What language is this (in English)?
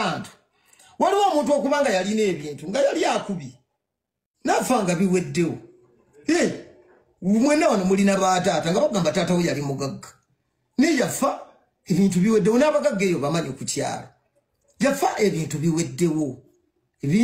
Ganda